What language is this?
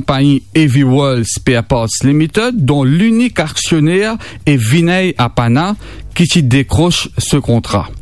Morisyen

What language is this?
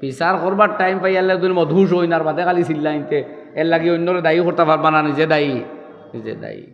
Sylheti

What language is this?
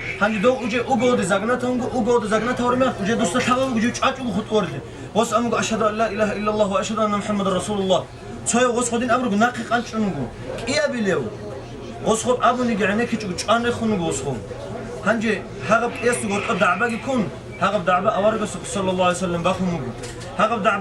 Avaric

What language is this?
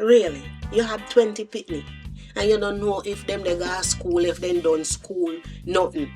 Jamaican Creole English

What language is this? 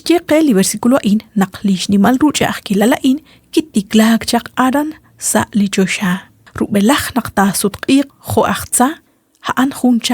Kekchí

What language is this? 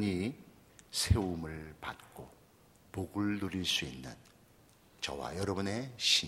Korean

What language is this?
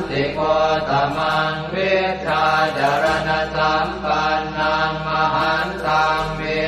Pali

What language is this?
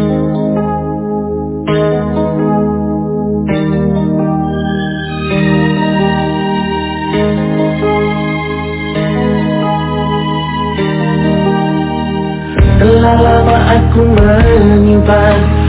Indonesian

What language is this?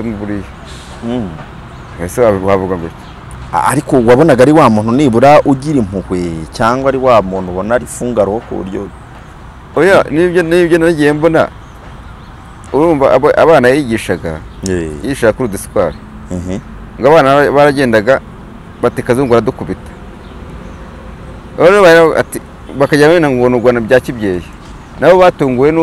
Kinyarwanda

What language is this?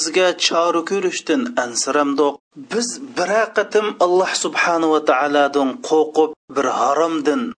Uyghur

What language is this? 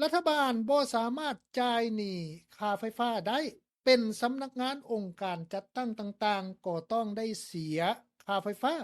Lao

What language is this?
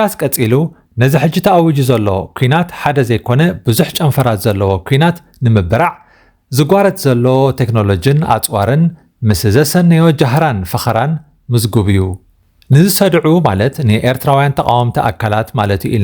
Tigrinya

